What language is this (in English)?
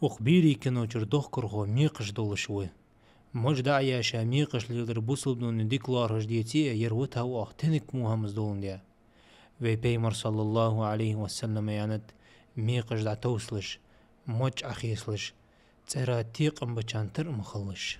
Ingush